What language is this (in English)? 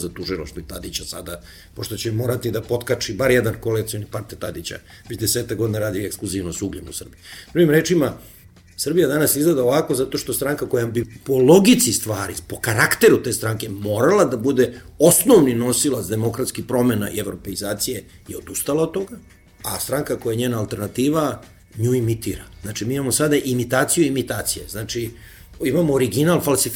Serbian